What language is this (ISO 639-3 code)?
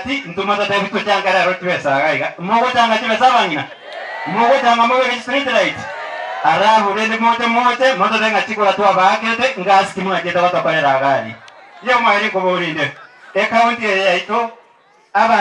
guz